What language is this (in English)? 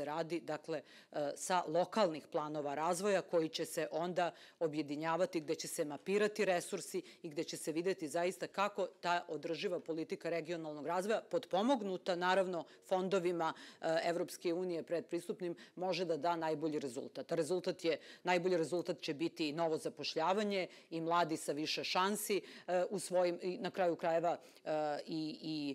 Serbian